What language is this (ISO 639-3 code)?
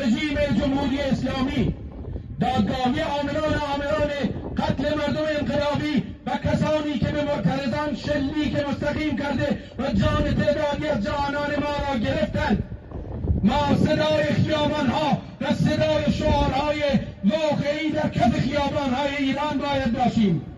fas